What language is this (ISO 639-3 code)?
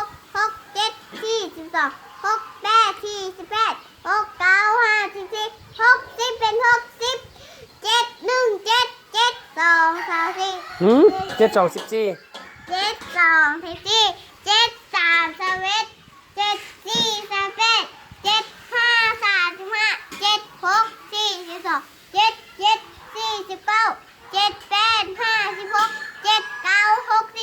lao